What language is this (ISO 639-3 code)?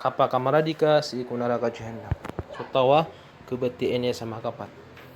mrw